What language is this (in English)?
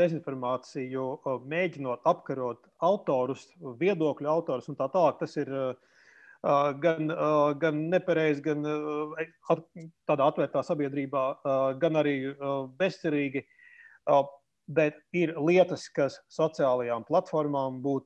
Latvian